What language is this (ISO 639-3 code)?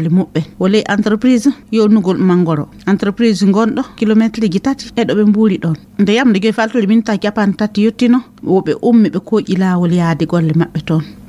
ful